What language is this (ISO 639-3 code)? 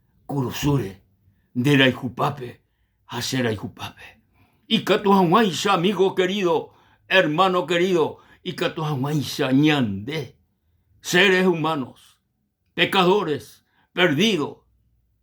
grn